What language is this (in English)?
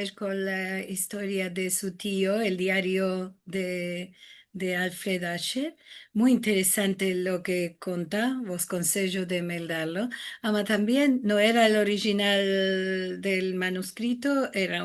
Ladino